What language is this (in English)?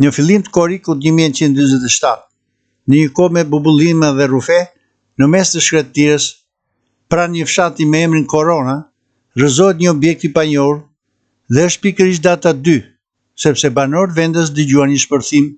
Albanian